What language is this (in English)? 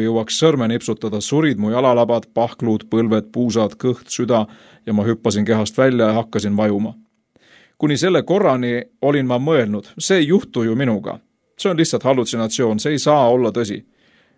Estonian